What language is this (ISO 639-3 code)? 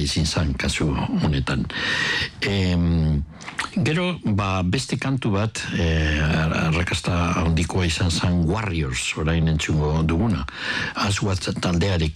eus